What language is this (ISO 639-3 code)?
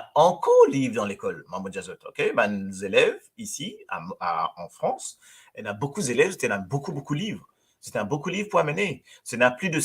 mfe